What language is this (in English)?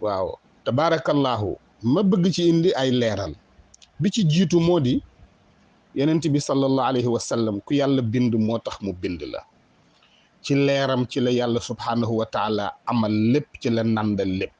Wolof